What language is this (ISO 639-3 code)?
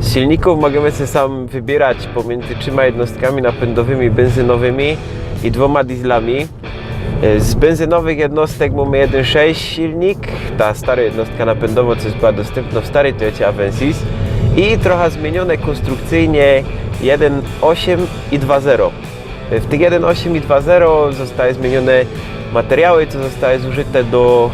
szl